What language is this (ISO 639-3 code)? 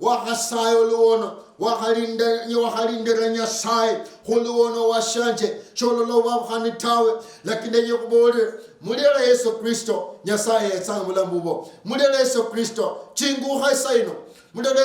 luy